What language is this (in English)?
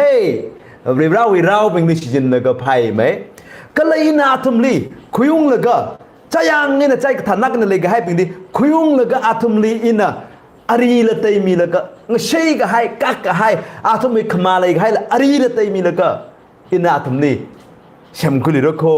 Tangkhul Naga (India)